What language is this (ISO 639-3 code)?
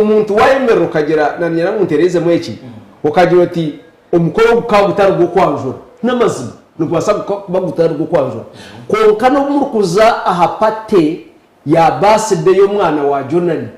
nyn